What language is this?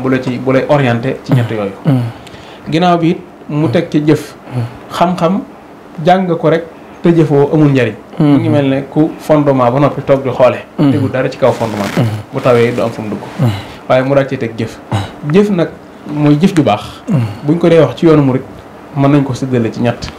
Wolof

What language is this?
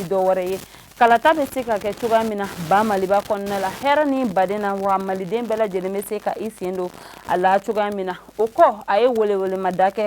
Bambara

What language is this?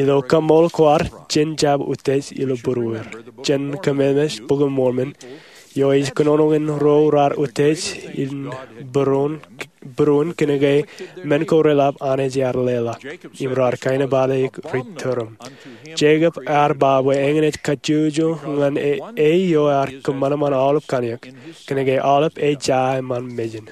Marshallese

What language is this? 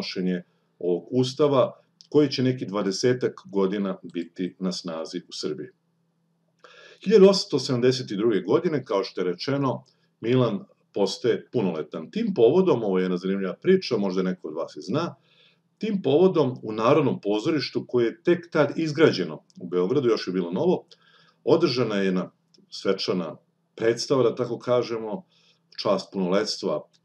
Serbian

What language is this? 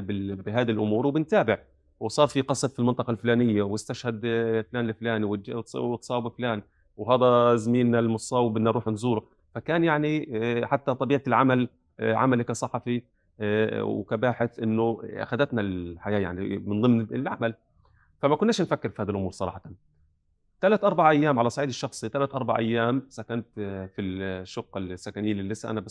North Levantine Arabic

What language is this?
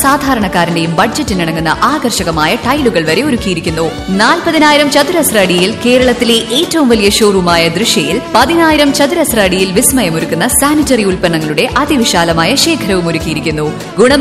Malayalam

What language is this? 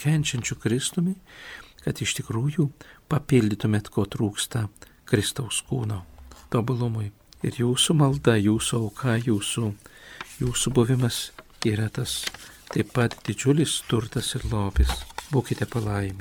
Lithuanian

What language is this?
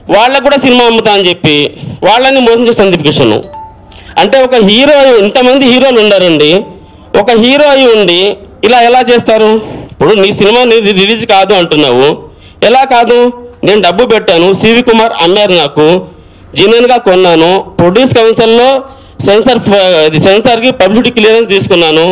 Telugu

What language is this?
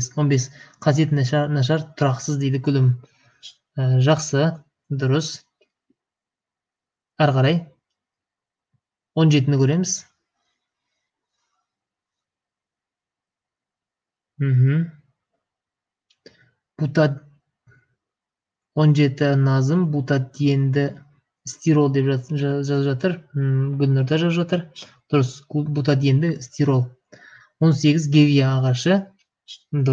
Kazakh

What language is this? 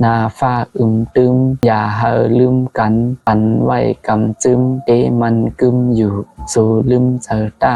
Shan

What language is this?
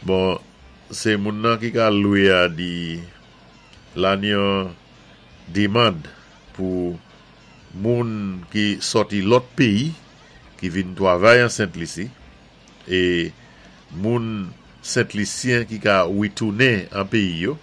Saint Lucian Creole French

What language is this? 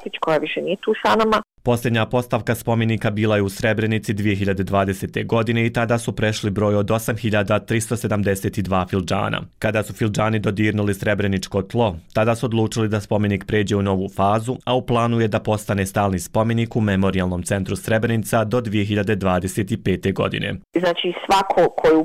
Croatian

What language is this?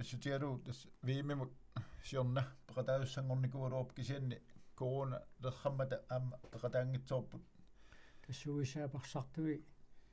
Kalaallisut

